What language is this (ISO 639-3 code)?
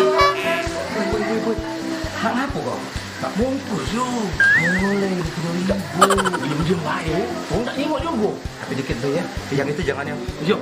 mui